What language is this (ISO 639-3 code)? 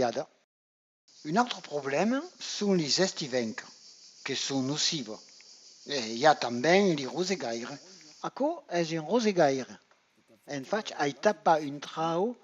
oci